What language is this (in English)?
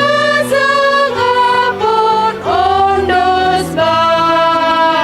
Batak Simalungun